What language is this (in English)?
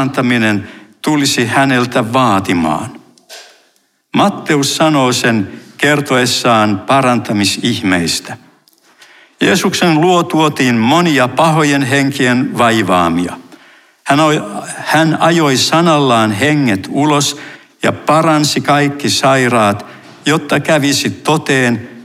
Finnish